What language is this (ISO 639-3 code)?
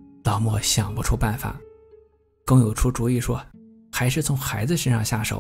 zho